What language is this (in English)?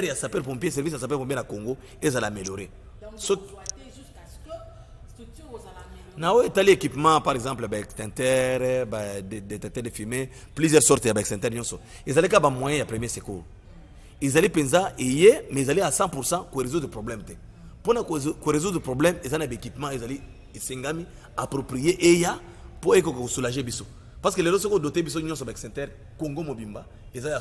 Lingala